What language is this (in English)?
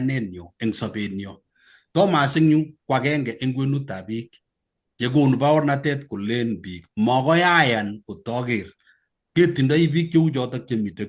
Kalenjin